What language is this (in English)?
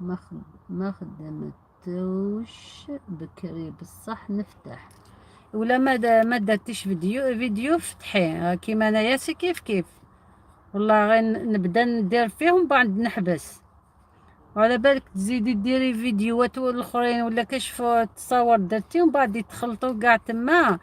Algerian Arabic